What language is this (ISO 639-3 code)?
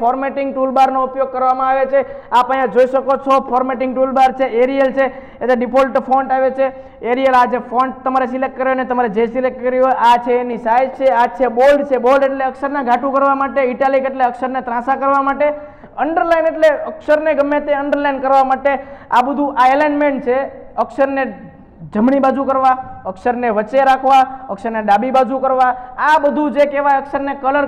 guj